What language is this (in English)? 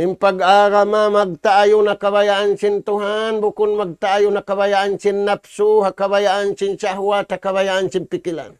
Tausug